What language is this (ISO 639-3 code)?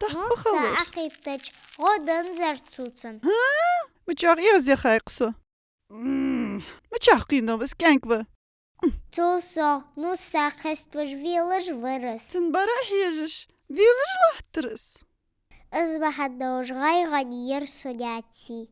inh